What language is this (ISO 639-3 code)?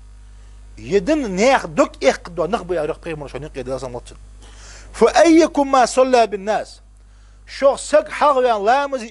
inh